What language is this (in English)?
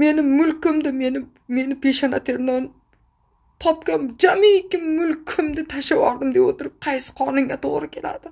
Uzbek